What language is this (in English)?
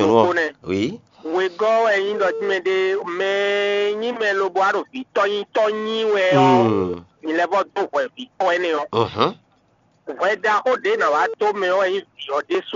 Fon